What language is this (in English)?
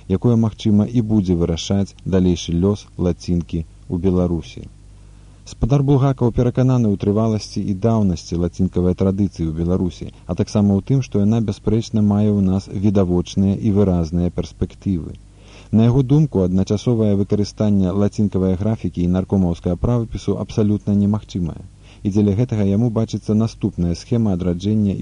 Belarusian